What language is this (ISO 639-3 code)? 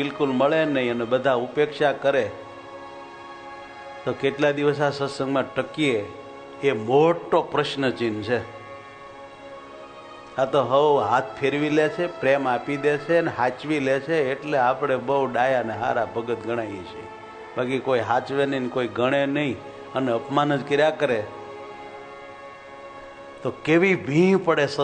guj